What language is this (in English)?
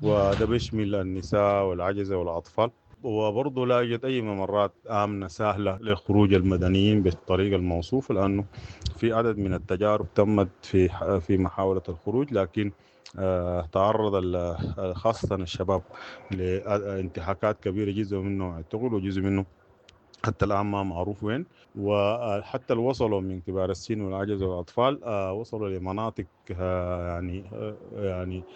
Sudanese Arabic